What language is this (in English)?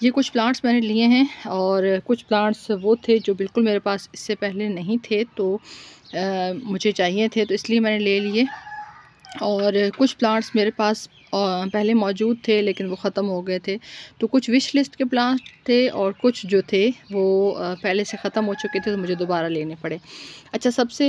Hindi